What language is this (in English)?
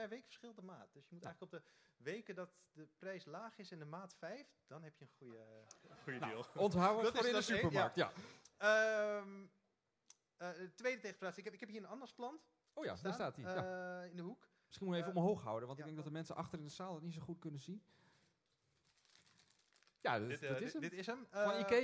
Dutch